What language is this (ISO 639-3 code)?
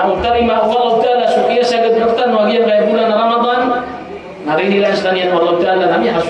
mrw